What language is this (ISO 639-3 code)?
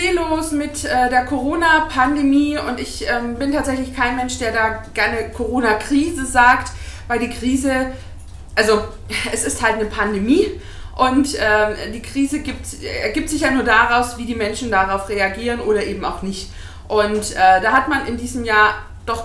deu